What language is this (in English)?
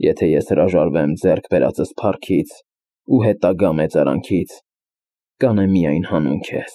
Armenian